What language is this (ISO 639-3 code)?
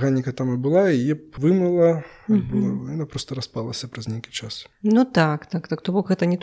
bel